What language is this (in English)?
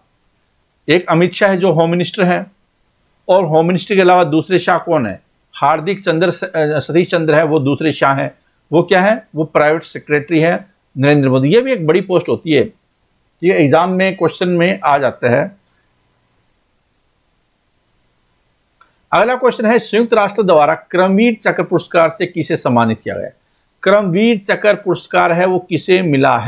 Hindi